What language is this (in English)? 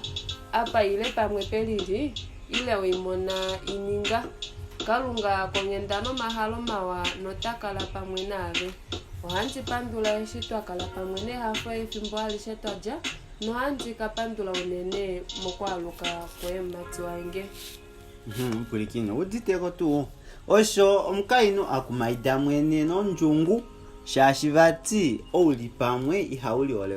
Kuanyama